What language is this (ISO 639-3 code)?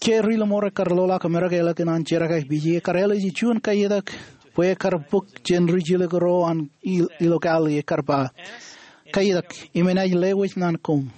mah